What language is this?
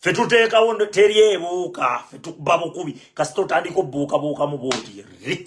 Ganda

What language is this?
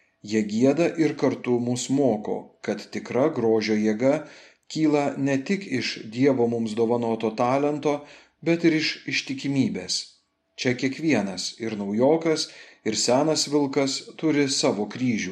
Lithuanian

